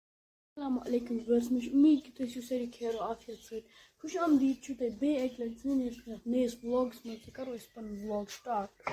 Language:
Kashmiri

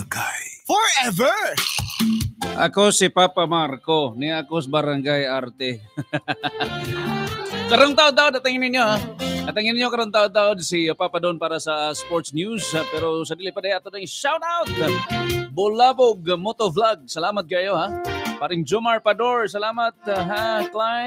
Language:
Cebuano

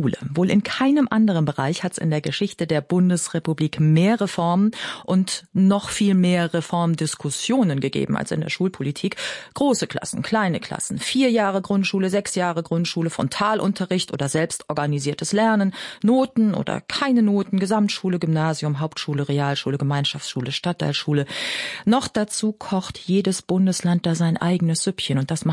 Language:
German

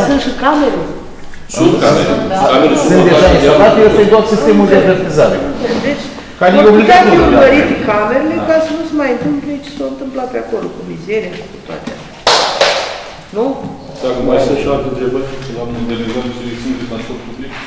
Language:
Romanian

